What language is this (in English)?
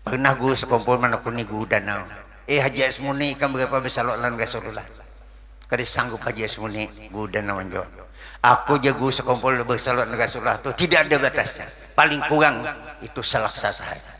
Banjar